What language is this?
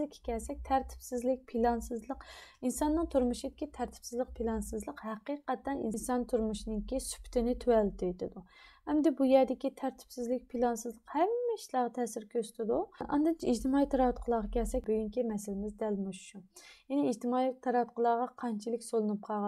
Uyghur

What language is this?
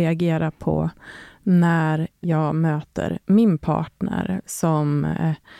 Swedish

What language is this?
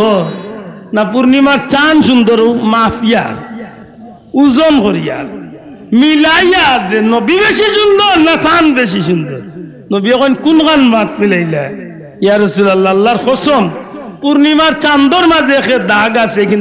Sylheti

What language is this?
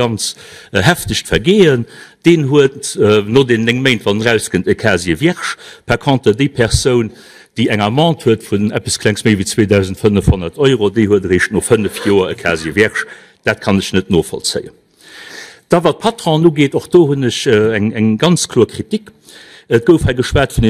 Luxembourgish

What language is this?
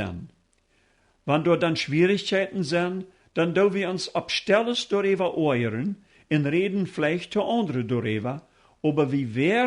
Plautdietsch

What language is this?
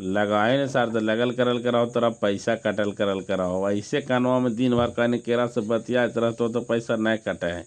Magahi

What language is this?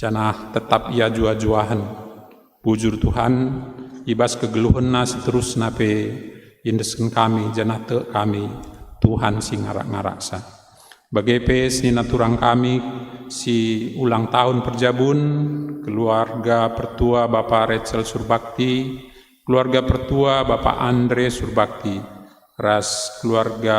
Batak Karo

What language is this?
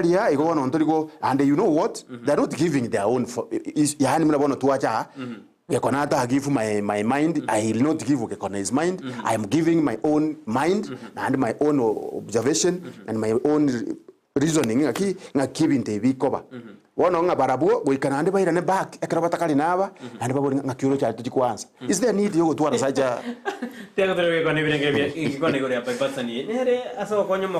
Gusii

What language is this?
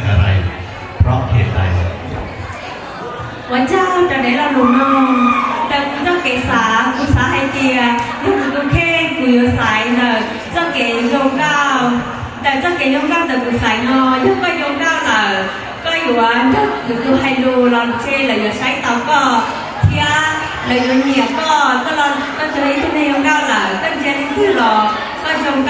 Hmong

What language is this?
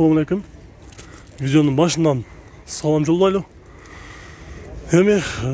Kyrgyz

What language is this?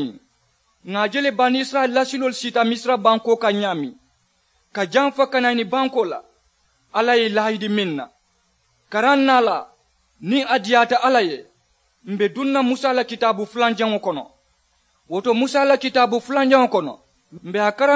Mandingo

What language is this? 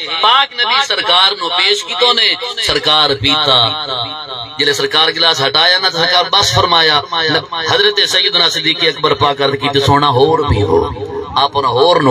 Saraiki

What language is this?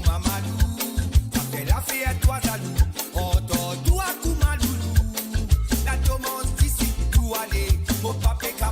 Morisyen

